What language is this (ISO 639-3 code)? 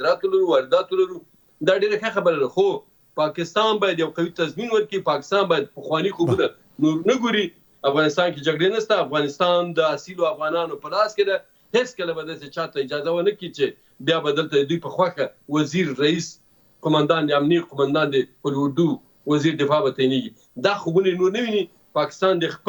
pus